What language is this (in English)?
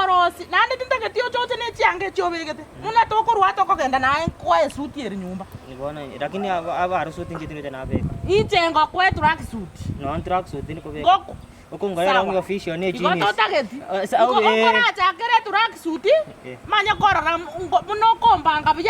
Gusii